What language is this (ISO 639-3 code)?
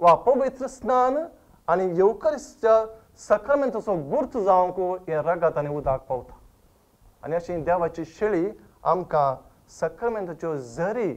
kok